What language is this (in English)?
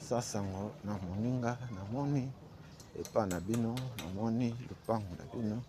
Lingala